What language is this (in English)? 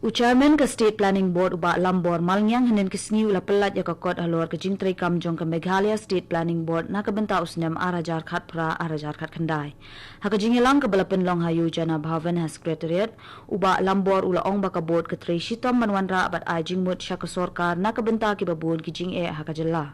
Khasi